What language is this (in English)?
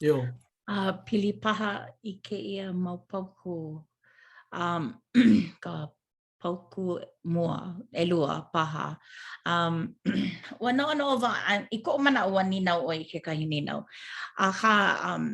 Hawaiian